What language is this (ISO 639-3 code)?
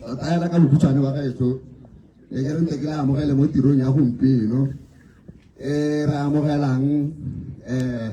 tsn